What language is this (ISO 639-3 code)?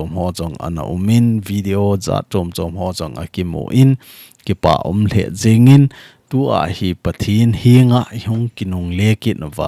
tcz